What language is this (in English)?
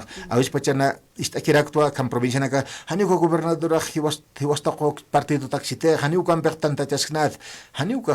Aymara